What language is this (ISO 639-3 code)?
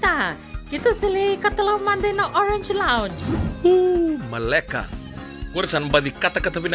fij